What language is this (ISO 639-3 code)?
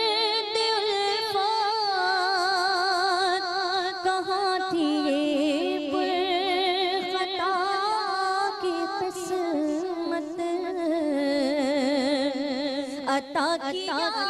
urd